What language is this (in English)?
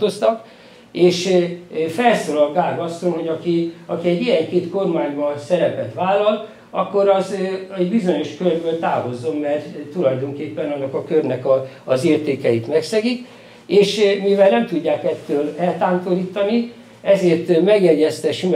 Hungarian